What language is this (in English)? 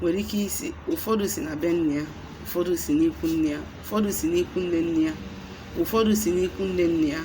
Igbo